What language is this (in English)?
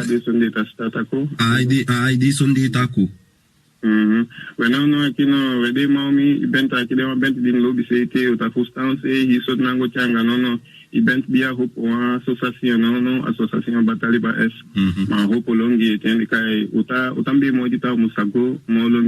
Saramaccan